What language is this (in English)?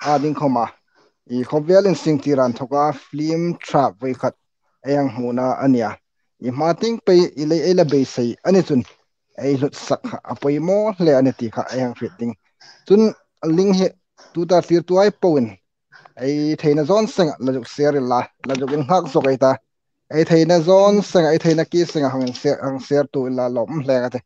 Hmar